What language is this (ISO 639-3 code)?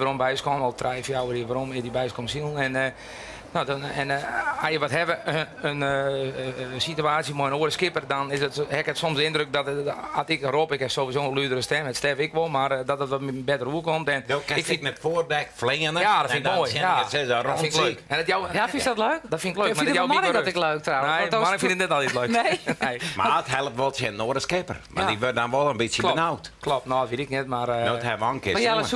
fry